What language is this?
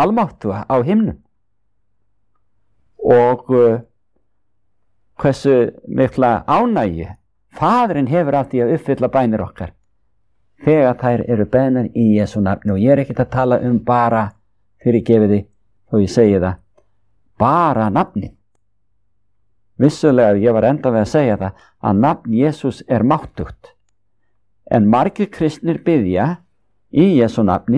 Icelandic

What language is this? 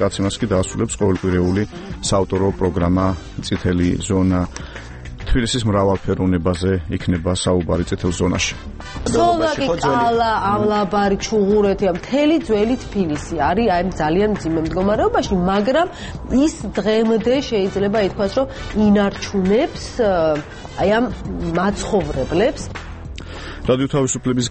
Georgian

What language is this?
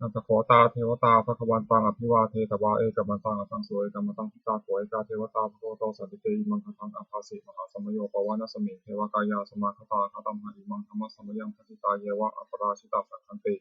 Pali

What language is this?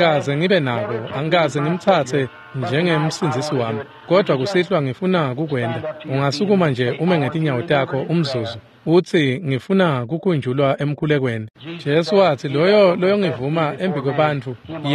Swati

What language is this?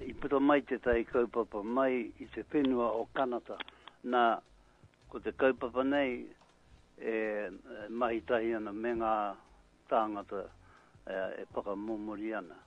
Māori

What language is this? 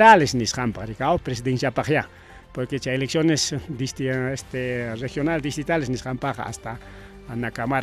Ayacucho Quechua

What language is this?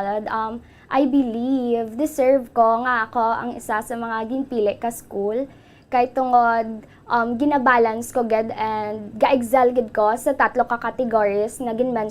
Hiligaynon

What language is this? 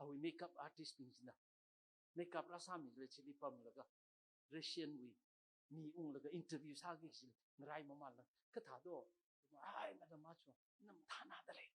Tangkhul Naga (India)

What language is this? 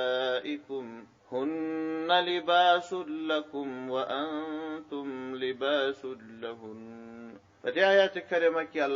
Pashto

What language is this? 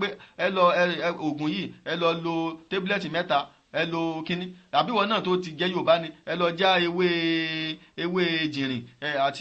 Yoruba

